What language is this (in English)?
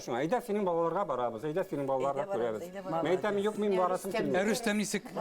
Bashkir